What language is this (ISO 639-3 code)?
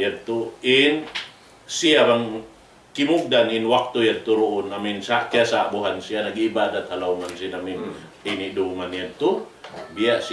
tsg